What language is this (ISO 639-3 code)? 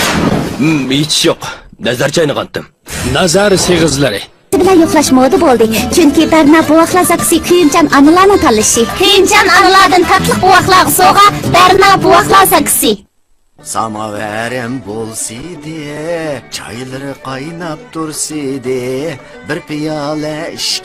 uig